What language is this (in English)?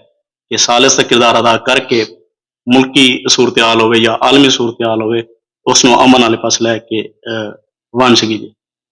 Saraiki